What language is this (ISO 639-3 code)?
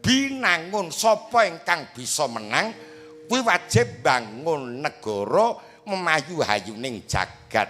jav